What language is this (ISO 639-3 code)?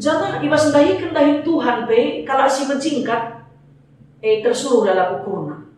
btx